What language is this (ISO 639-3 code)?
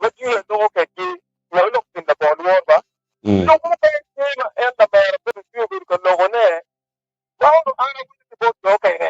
ach